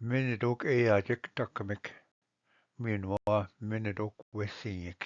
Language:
Ojibwa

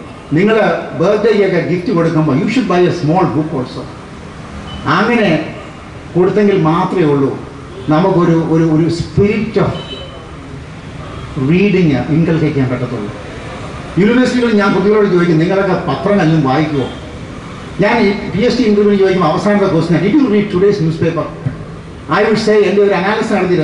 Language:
Malayalam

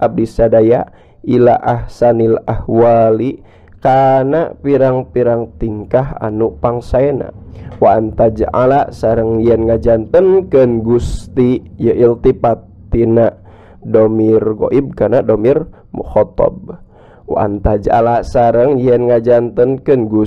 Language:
Sundanese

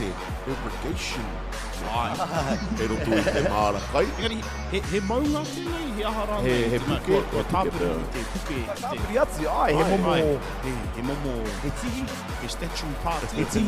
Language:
Māori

